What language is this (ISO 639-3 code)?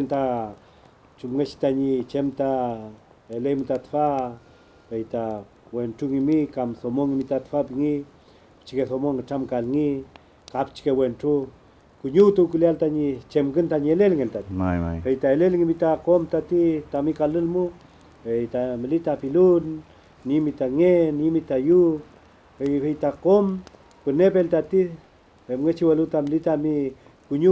arn